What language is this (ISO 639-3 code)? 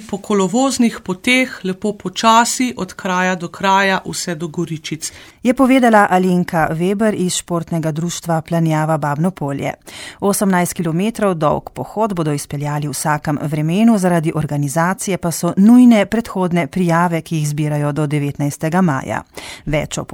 slv